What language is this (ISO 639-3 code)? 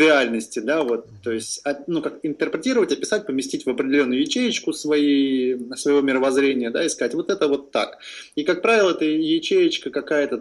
rus